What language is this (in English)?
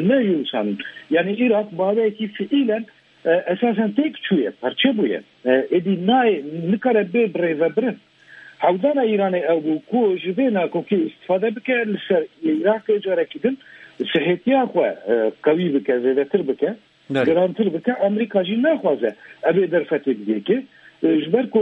Kurdish